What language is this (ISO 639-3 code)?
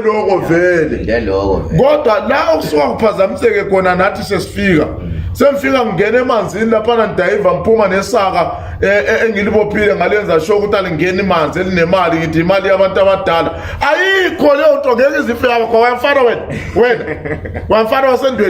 zul